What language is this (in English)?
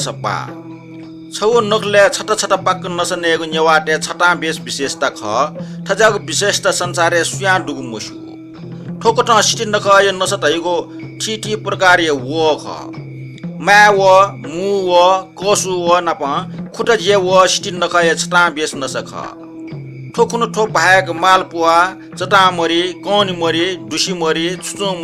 Newari